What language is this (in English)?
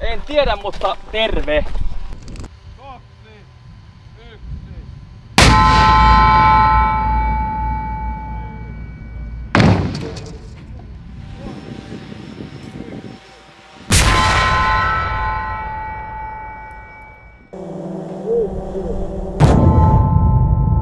Finnish